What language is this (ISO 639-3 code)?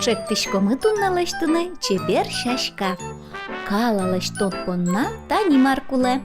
udm